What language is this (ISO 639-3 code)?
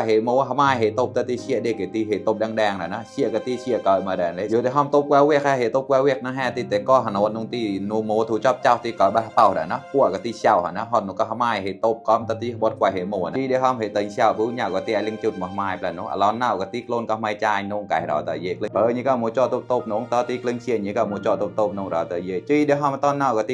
mnw